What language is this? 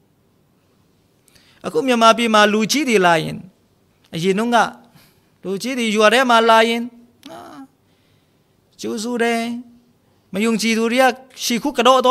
Burmese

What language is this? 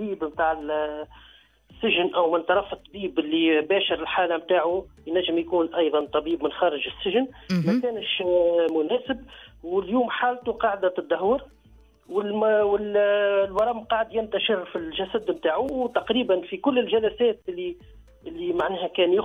Tunisian Arabic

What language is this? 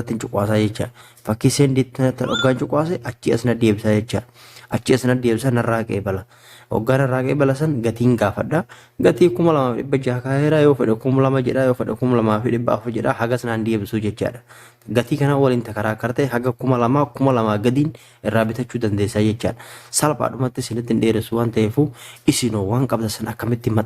Oromo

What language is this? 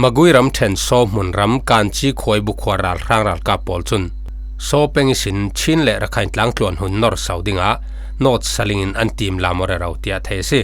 Falam Chin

